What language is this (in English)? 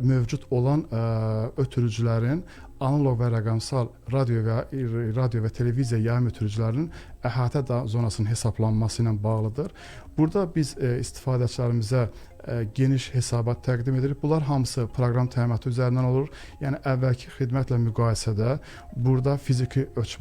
Azerbaijani